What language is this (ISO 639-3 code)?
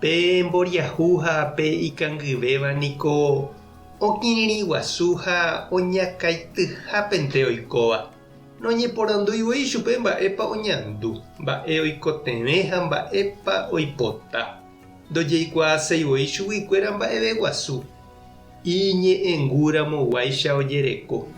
grn